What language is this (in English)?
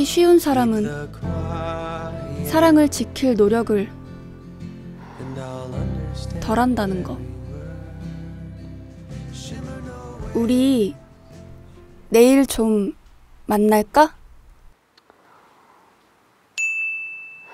Korean